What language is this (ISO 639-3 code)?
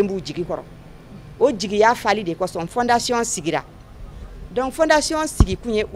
bam